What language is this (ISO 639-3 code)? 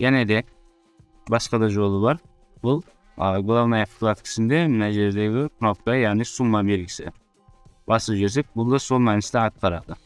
kaa